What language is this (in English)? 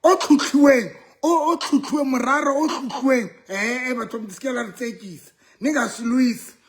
Southern Sotho